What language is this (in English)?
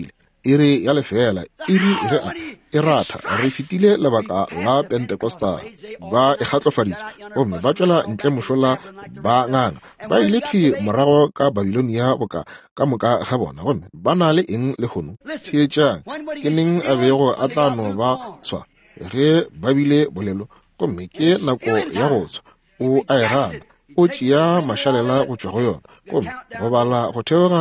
Northern Sotho